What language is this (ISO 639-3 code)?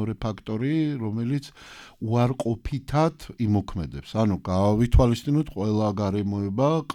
kat